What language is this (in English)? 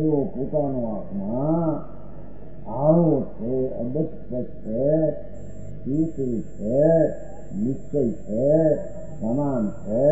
Gujarati